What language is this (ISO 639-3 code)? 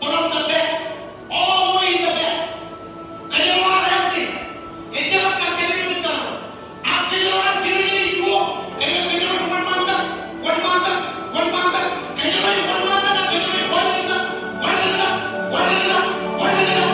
mah